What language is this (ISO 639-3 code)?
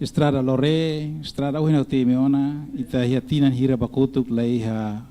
tet